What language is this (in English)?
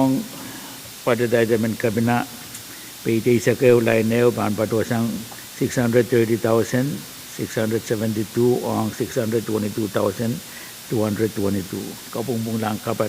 Pohnpeian